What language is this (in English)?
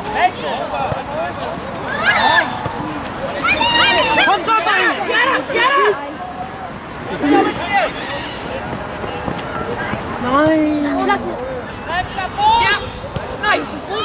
Danish